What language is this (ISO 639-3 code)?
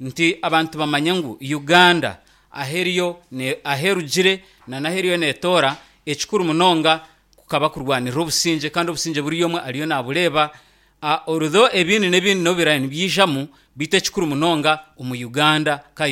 nyn